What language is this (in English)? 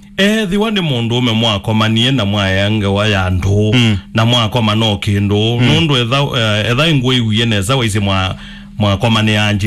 Kamba